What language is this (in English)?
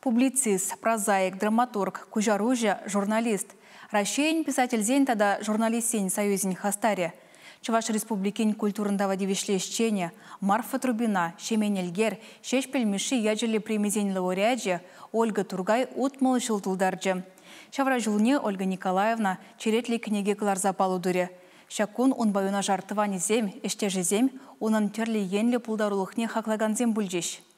Chuvash